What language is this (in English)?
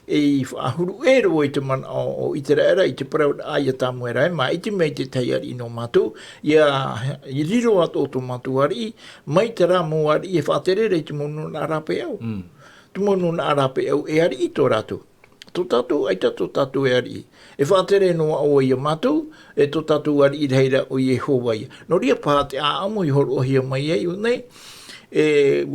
Tahitian